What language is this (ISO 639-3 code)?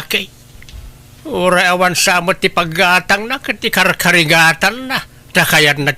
ilo